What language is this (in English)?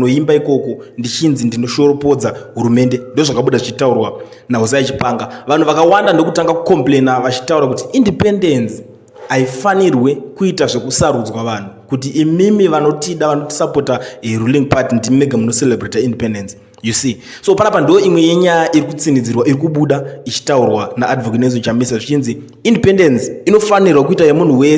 Shona